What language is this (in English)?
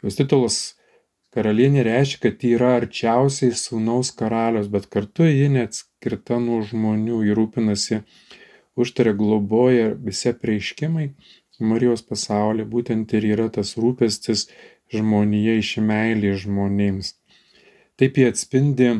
Lithuanian